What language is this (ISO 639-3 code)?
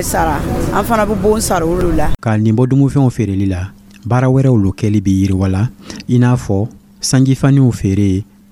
dyu